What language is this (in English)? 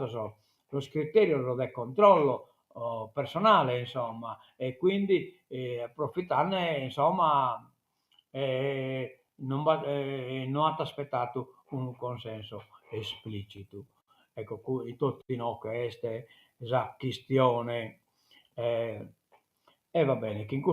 Sardinian